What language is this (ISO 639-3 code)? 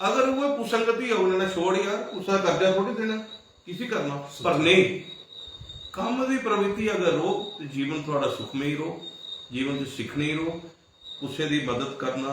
doi